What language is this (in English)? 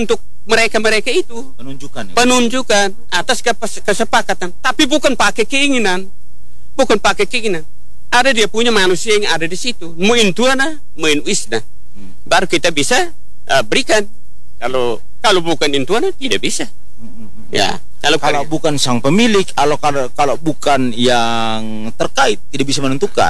Indonesian